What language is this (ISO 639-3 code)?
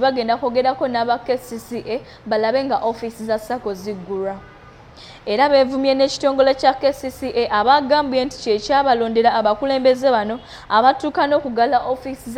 lug